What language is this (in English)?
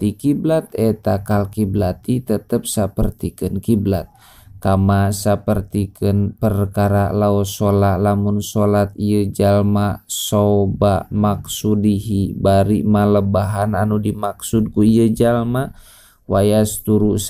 Sundanese